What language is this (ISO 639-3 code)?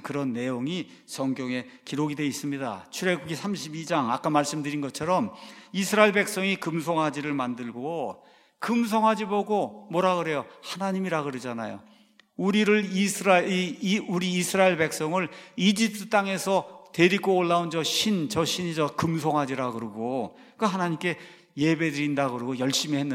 kor